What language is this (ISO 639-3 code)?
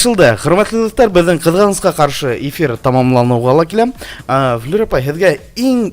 bak